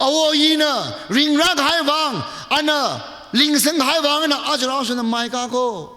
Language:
Tangkhul Naga (India)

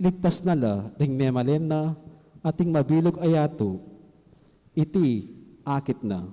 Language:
Pampanga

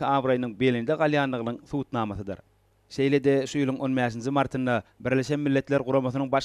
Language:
Turkmen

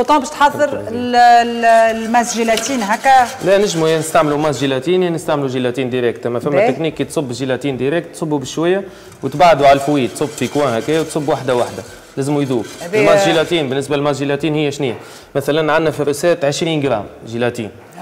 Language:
Tunisian Arabic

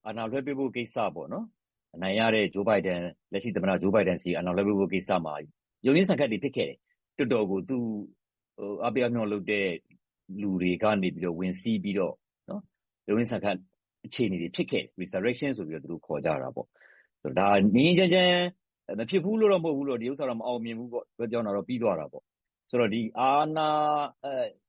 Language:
Burmese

